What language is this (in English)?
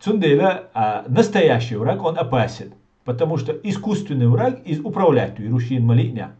Chechen